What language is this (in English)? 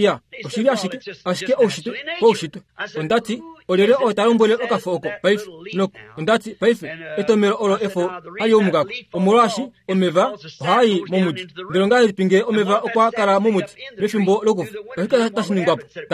Kuanyama